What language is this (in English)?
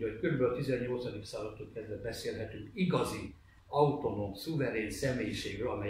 Hungarian